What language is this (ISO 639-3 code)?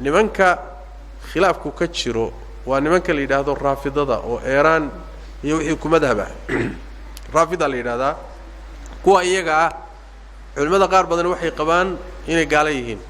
som